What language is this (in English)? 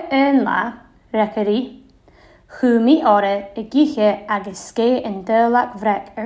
Scottish Gaelic